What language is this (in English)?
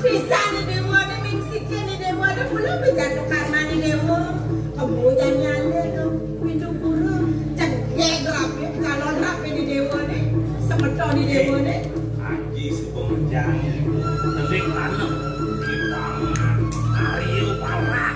Balinese